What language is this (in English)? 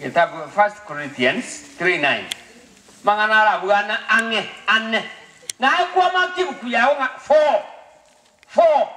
Gusii